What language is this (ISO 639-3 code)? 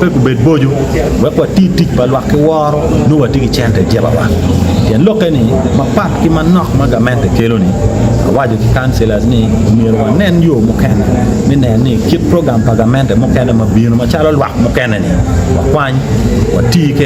ach